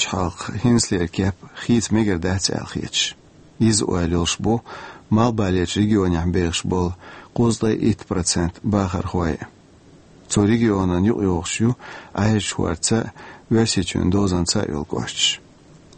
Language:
Chechen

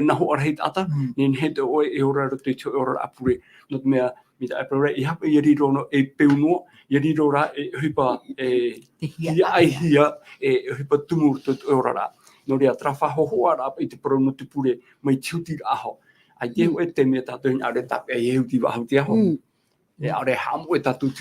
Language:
Tahitian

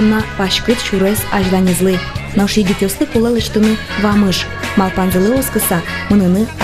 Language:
Udmurt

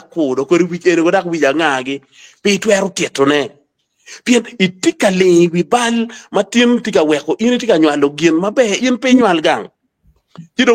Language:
Acoli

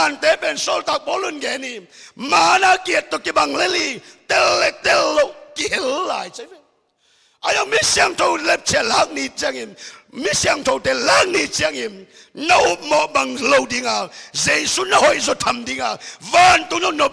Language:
Tedim Chin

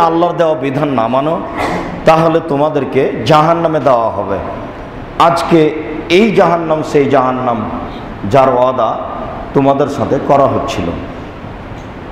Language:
Bangla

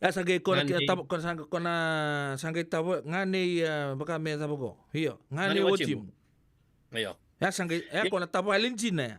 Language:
Fijian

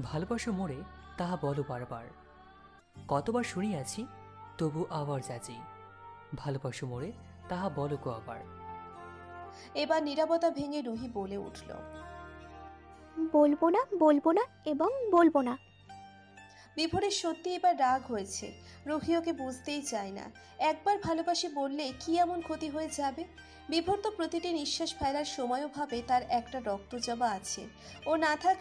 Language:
Bangla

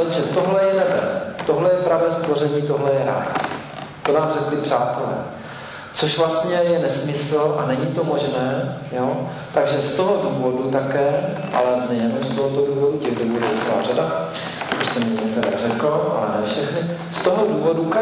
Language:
Czech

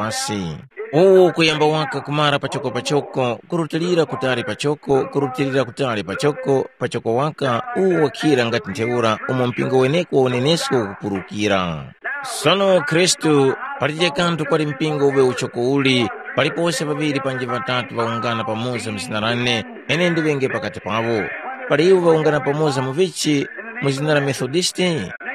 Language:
Tumbuka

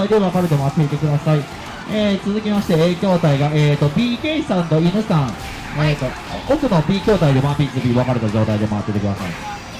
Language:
Japanese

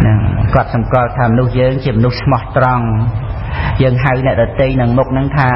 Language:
Khmer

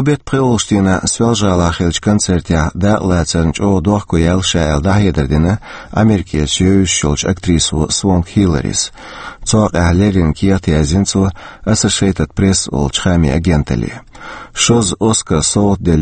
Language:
Chechen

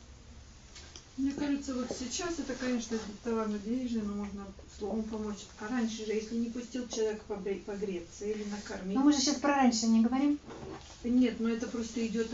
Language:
Russian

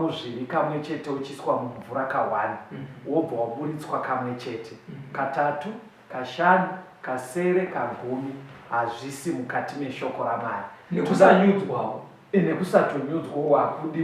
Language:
Shona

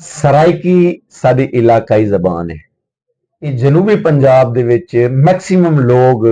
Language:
Saraiki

